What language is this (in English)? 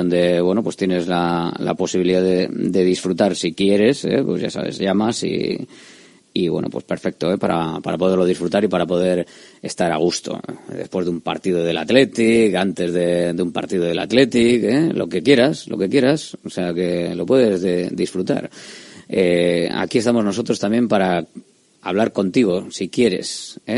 Spanish